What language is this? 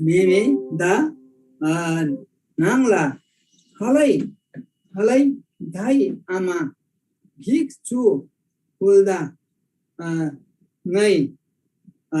Eastern Tamang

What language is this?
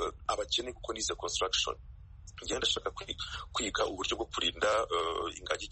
Kinyarwanda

